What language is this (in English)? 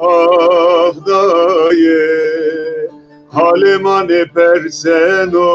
Zaza